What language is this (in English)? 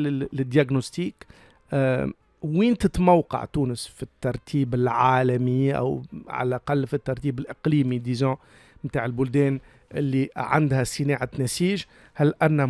Tunisian Arabic